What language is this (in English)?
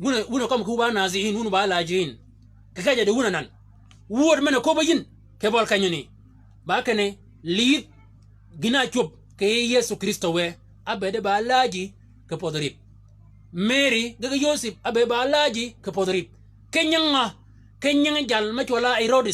Shilluk